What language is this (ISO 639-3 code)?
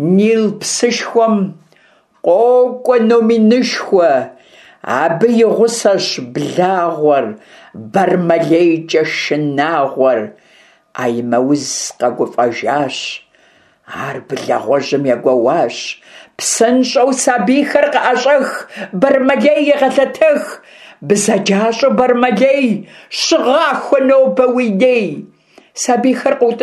kbd